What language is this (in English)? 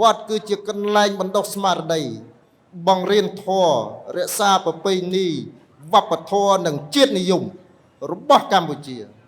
Khmer